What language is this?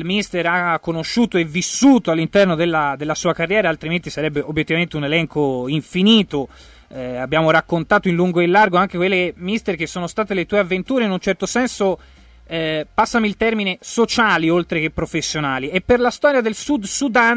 Italian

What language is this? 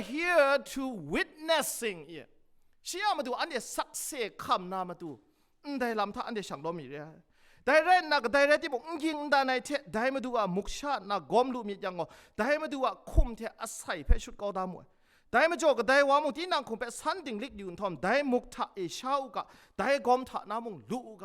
Kachin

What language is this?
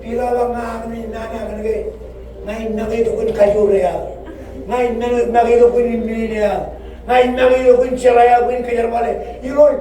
Marshallese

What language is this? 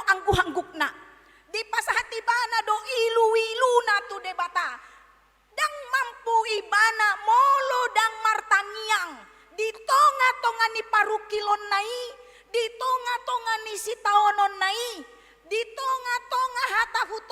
Batak Toba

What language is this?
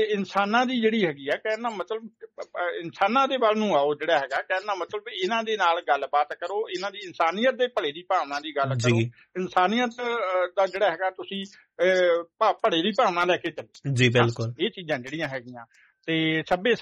Punjabi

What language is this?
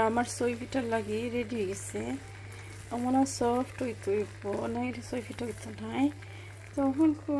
Sylheti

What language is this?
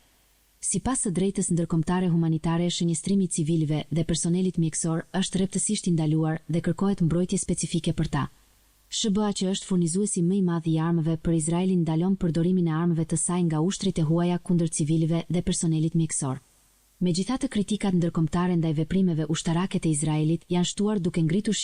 Albanian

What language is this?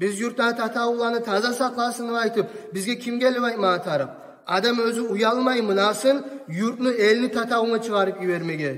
Kumyk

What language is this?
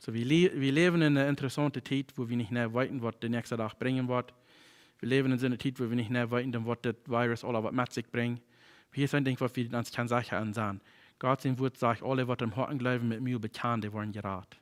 Plautdietsch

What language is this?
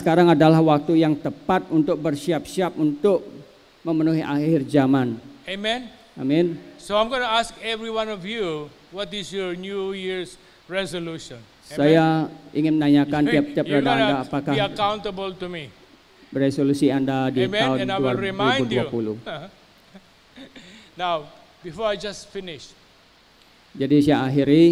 Indonesian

